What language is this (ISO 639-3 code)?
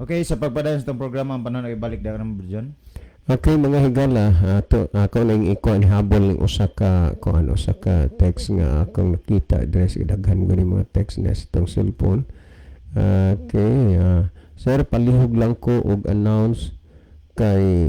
ceb